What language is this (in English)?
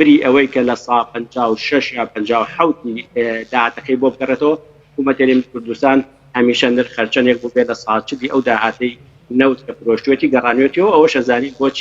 Central Kurdish